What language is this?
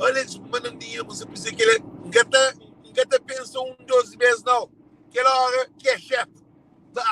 Kabuverdianu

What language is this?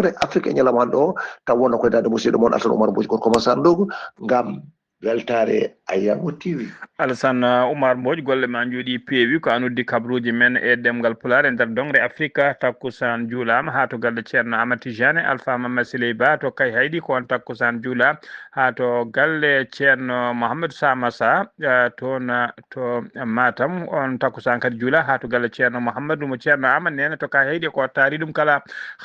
Fula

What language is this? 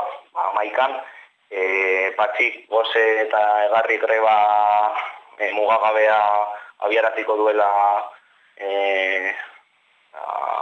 Basque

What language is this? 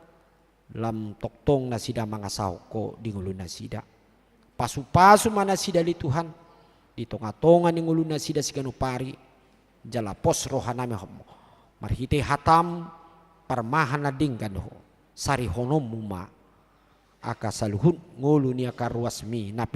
Batak Toba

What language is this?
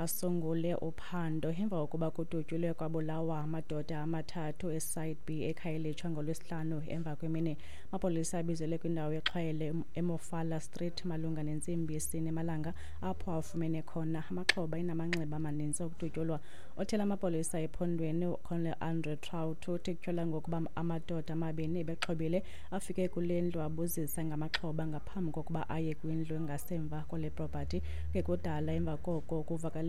Xhosa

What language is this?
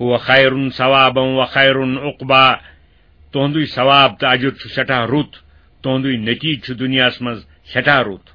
Kashmiri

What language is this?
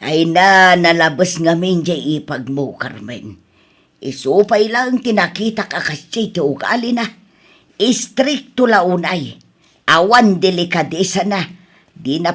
Iloko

